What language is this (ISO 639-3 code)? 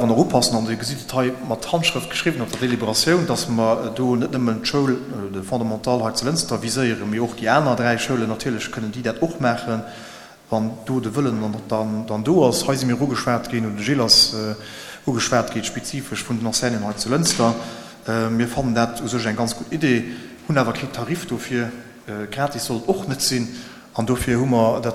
ltz